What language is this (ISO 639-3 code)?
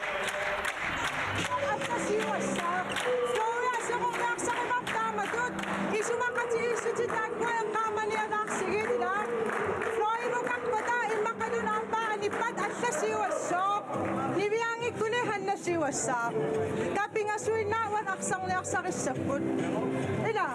kal